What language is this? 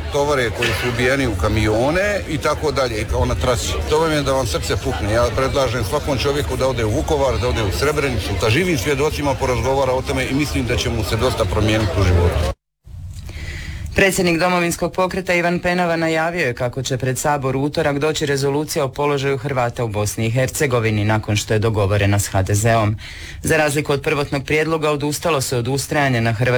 Croatian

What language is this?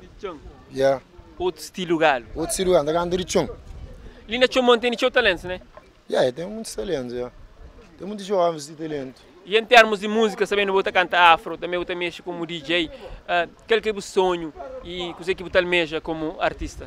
Kabuverdianu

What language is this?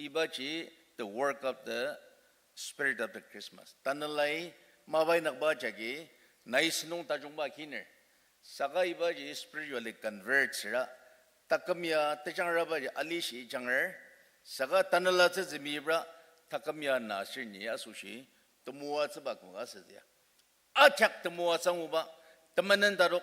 Ao Naga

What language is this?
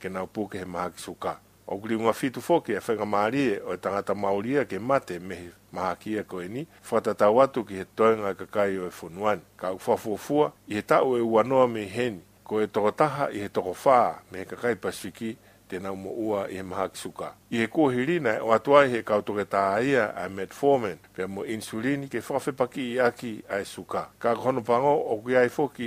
Tongan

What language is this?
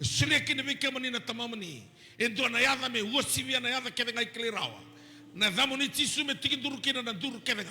Fijian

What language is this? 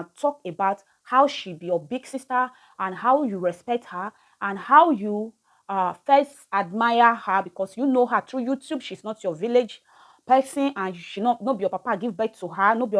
Nigerian Pidgin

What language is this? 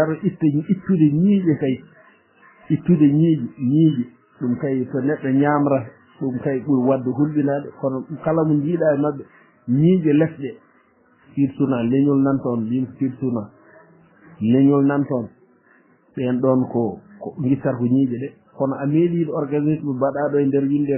Fula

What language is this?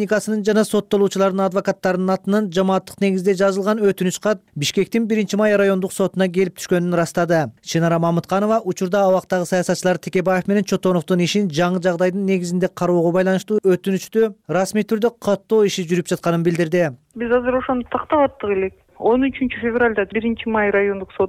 Kyrgyz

